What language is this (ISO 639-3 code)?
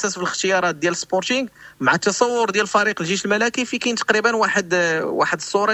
ary